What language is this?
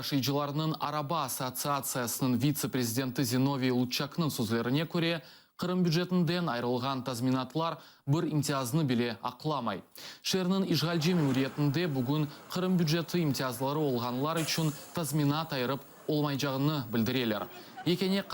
Crimean Tatar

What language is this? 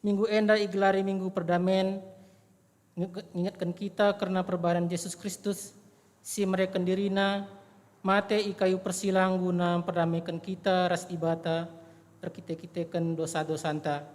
Batak Karo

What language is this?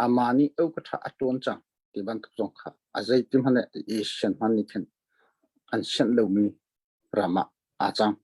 Hakha Chin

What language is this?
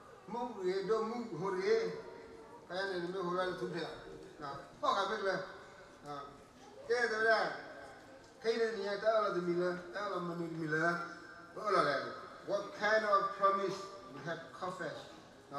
S'gaw Karen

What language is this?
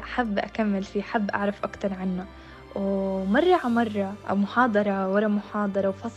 North Levantine Arabic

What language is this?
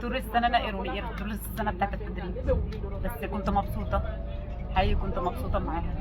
Egyptian Arabic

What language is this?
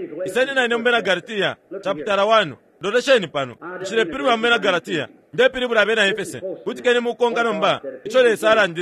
Bemba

